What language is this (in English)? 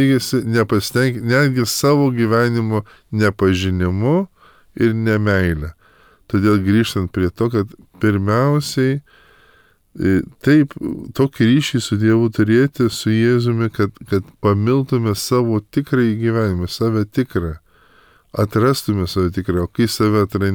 Lithuanian